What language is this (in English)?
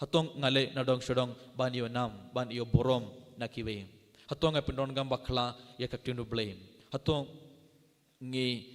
Khasi